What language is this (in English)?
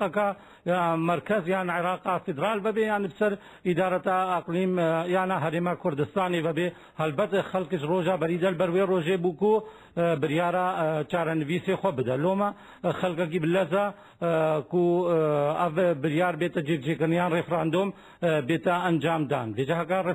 Kurdish